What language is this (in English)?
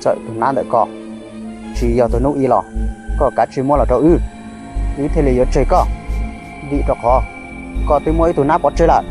Hmong